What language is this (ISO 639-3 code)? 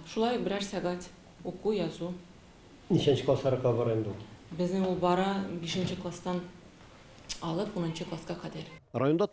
tat